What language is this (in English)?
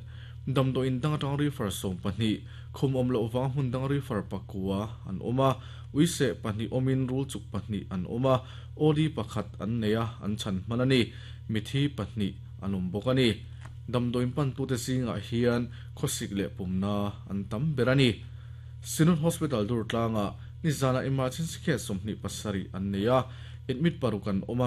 Mizo